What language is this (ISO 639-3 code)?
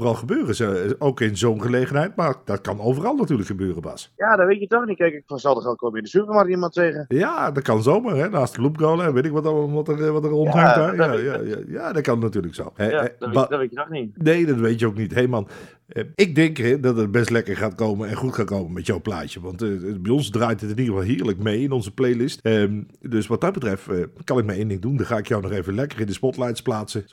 nld